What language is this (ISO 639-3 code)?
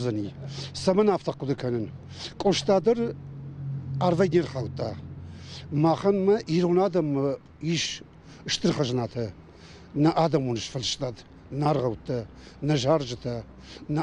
oss